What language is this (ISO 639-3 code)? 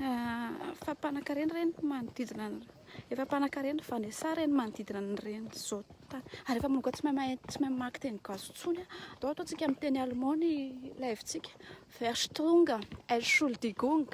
mlg